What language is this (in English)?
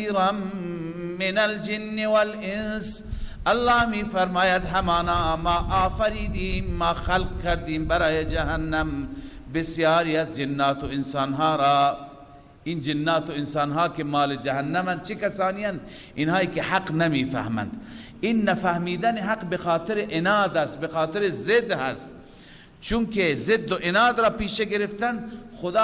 Persian